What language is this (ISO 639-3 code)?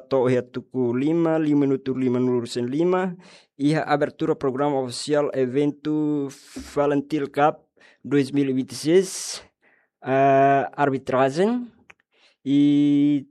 tet